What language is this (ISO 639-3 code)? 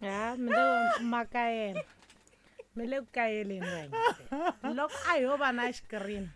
tso